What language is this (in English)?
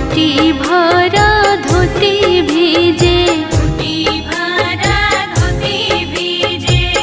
Bhojpuri